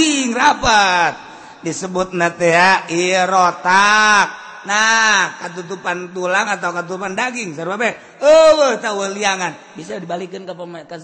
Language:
Sundanese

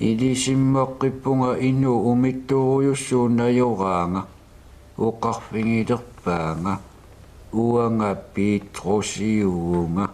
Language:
Kalaallisut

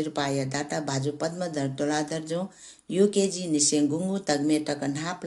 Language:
Newari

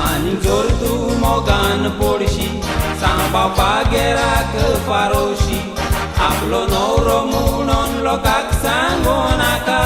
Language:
Konkani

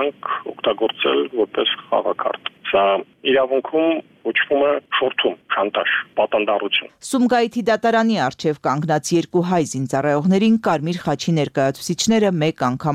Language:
Armenian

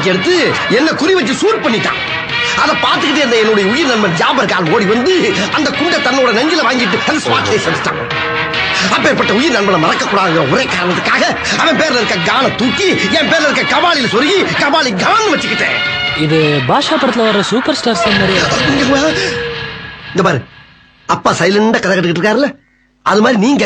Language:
Tamil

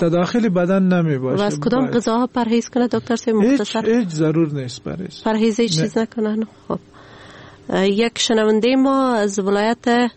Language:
Persian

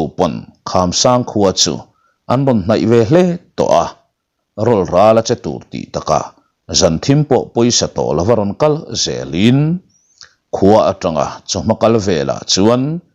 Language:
Mizo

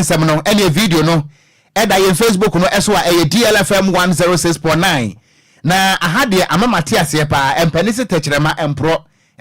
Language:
Akan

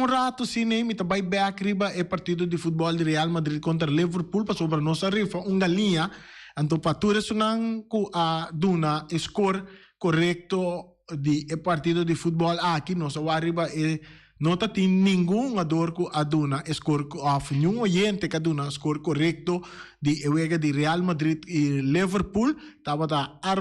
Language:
Papiamento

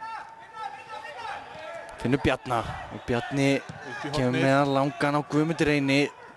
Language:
Icelandic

